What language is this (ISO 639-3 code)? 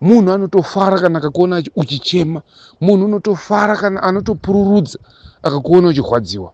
sna